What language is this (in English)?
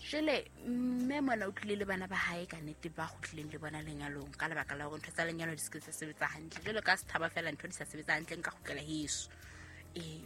Southern Sotho